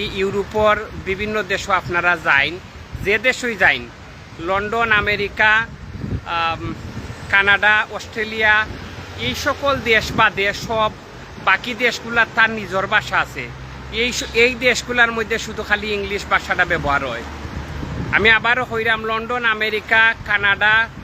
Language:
Sylheti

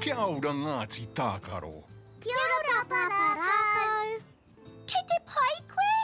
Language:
Māori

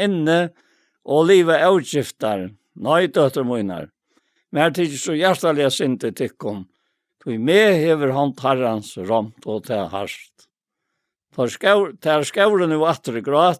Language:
Faroese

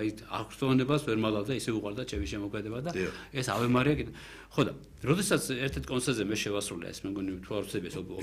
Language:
Georgian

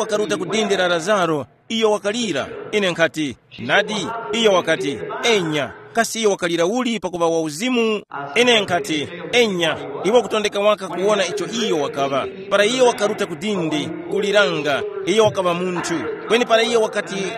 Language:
Tumbuka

